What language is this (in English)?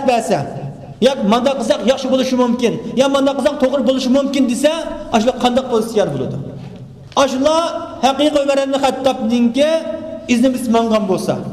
Uyghur